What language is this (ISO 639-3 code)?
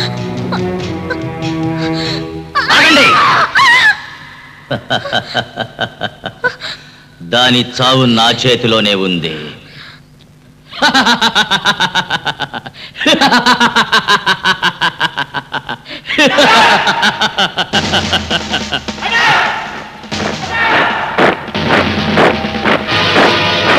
tel